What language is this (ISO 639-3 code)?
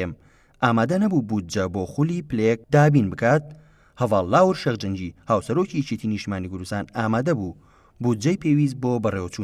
ckb